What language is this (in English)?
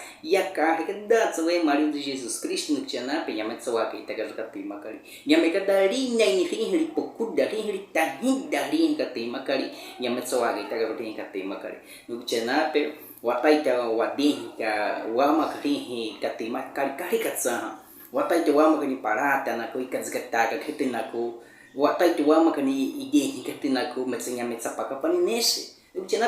Baniwa